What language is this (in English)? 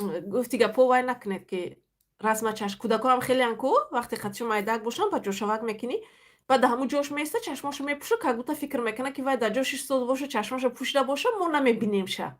Tajik